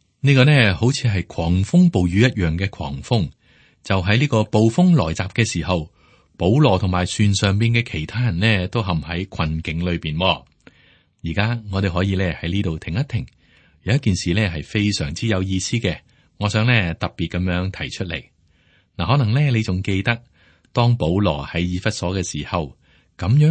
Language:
Cantonese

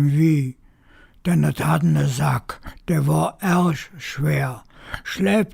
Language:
Colognian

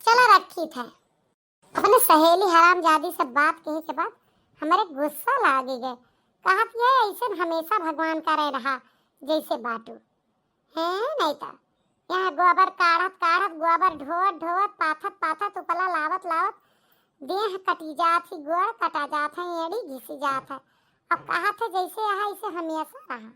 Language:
Awadhi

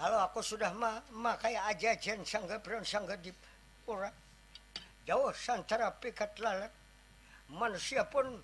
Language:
Banjar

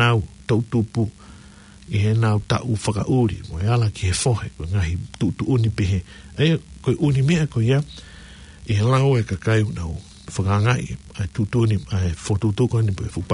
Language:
Tongan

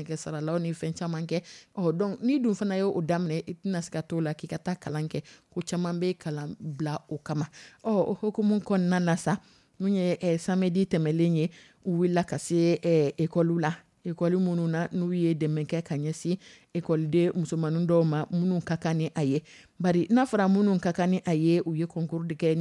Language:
Dyula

